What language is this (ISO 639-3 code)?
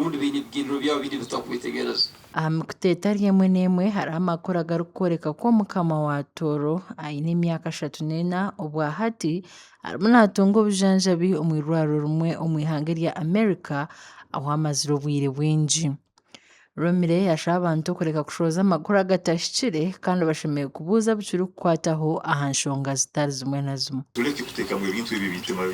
nyn